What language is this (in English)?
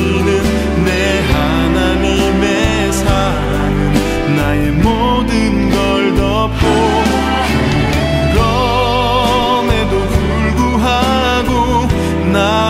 Korean